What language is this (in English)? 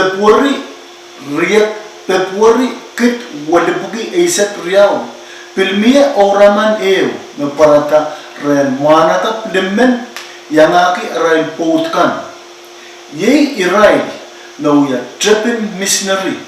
Pohnpeian